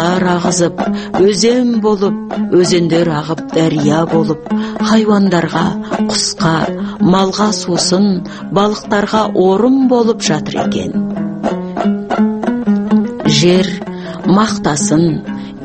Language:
Kazakh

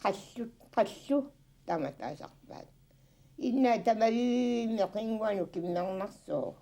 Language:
Kalaallisut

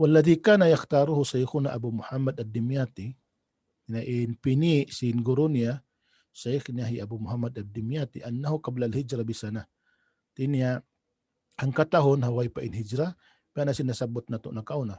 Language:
Tausug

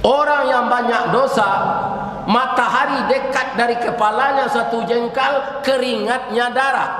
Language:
Minangkabau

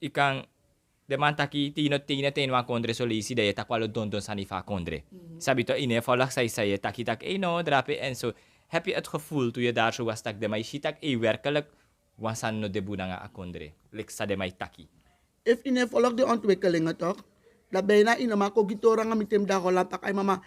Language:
Sranan Tongo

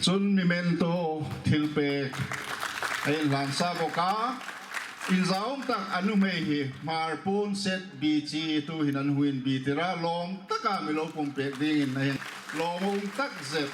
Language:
Hmar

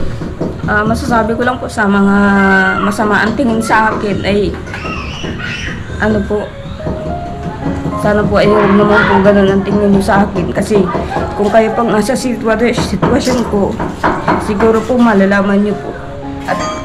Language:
Filipino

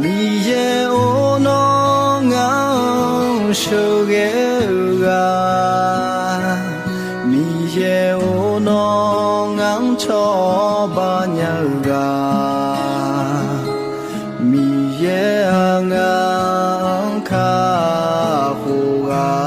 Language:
Akha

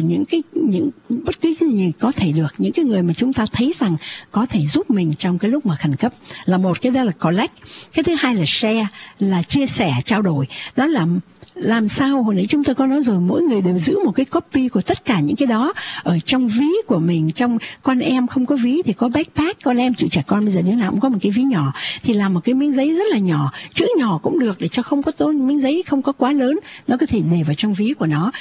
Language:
Vietnamese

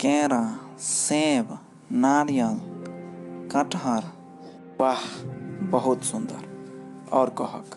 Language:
Maithili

